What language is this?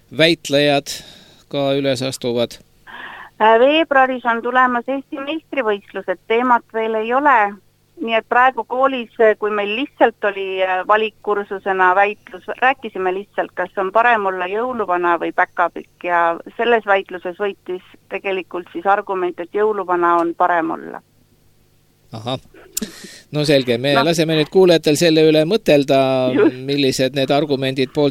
Estonian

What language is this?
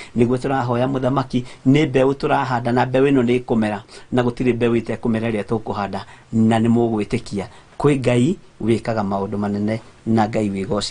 Kikuyu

